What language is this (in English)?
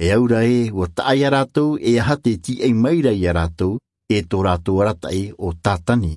Tahitian